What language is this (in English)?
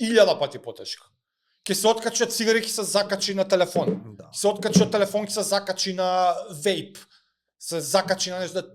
Macedonian